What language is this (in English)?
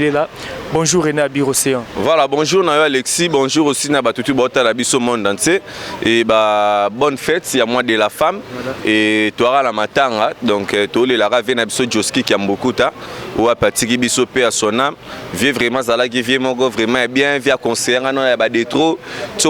Lingala